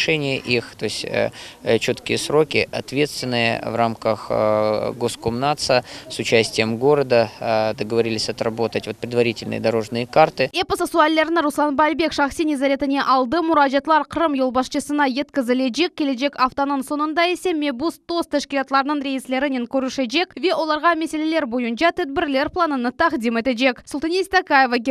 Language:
Crimean Tatar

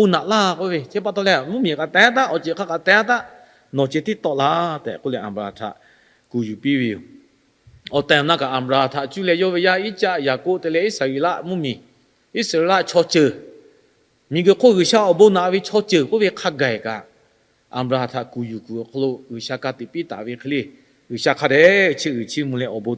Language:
Lahu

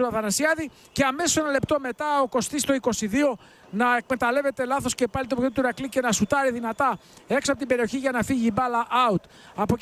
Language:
Greek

